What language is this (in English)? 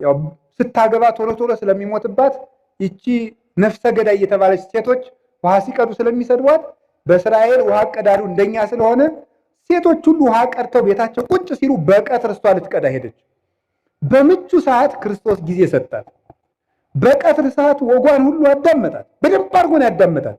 Amharic